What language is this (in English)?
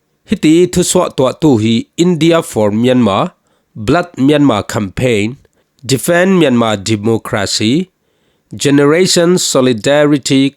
Falam Chin